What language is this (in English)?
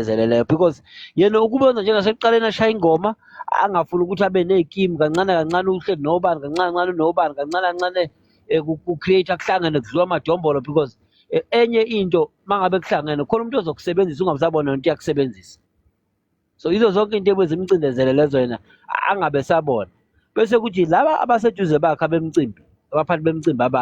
Zulu